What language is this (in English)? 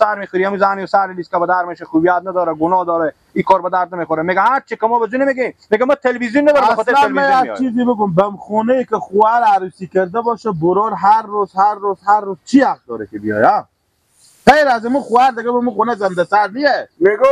Persian